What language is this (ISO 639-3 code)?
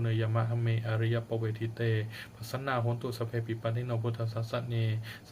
pli